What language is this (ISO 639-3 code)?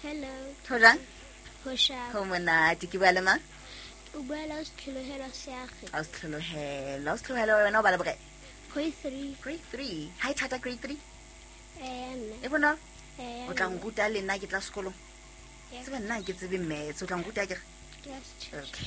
sot